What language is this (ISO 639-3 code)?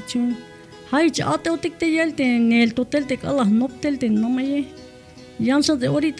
tzh